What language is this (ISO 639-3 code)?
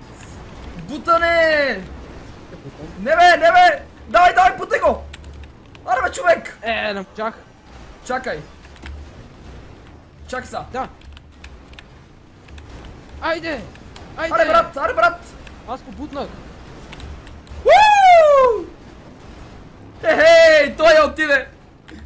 bul